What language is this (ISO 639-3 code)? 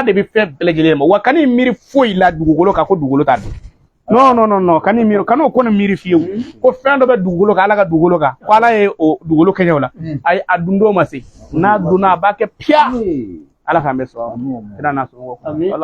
bam